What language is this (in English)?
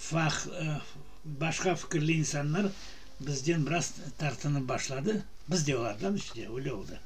Crimean Tatar